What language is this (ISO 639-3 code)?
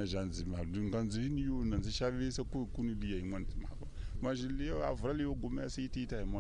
tso